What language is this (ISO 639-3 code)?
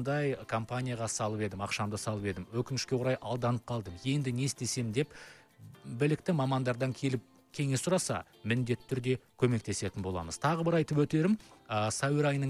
kaz